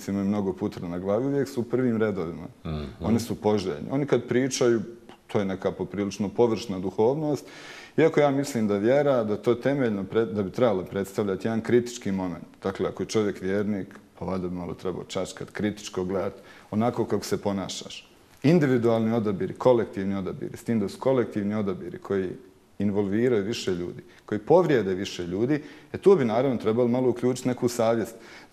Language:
Bosnian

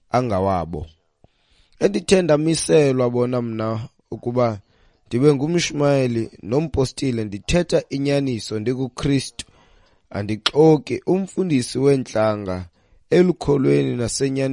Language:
Xhosa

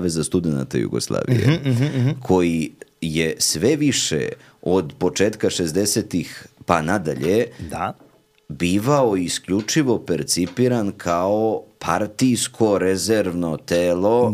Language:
Serbian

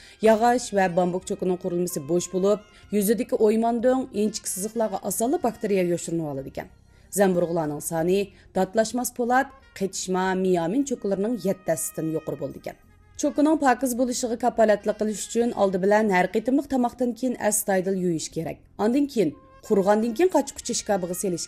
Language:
Uyghur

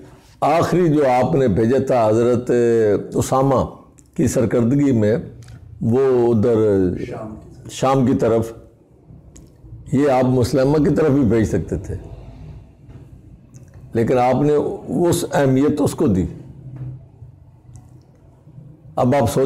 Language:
Urdu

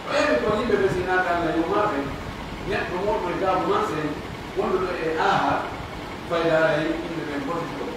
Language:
Pular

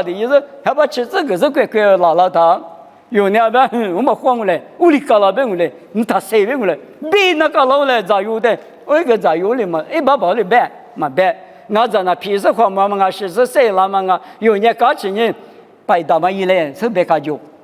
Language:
Lisu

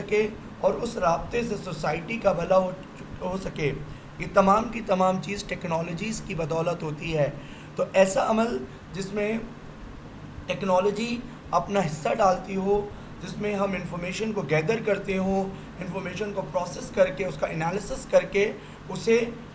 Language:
Urdu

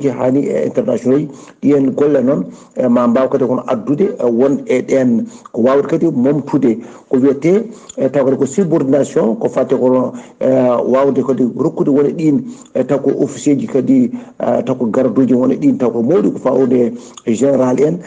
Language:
Fula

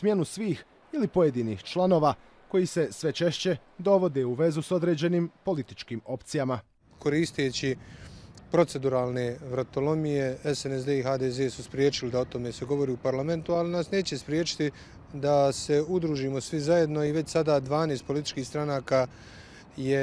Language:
Bosnian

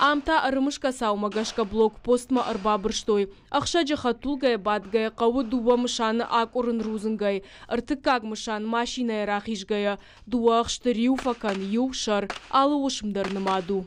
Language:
Ossetic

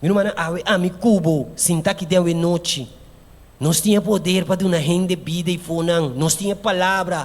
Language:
Papiamento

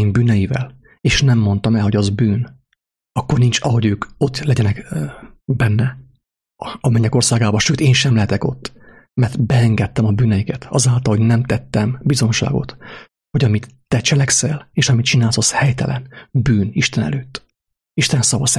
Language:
Hungarian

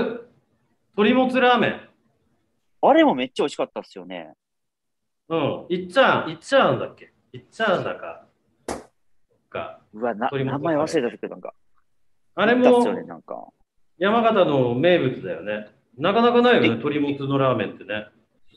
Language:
Japanese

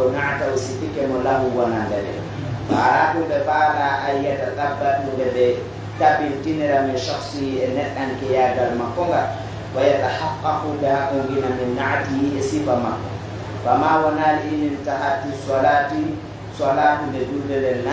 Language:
Pular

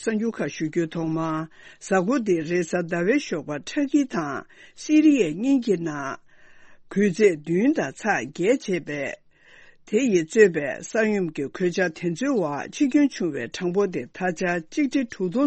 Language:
Tibetan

